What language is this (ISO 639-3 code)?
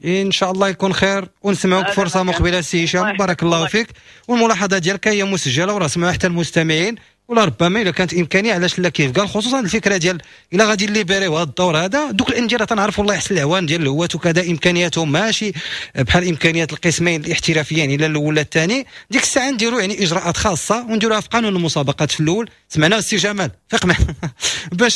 ary